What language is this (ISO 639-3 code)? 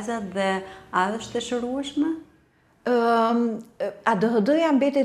sqi